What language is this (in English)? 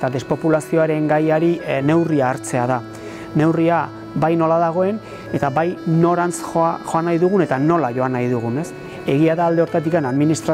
Basque